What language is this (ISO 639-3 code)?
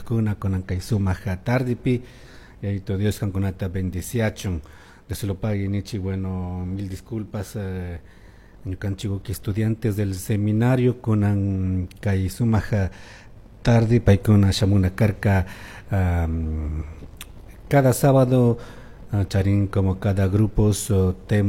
qug